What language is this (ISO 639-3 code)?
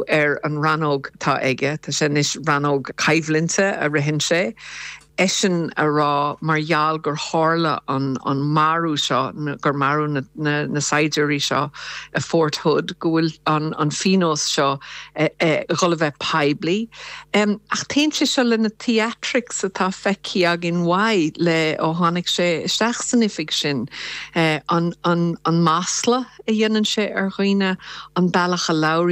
gle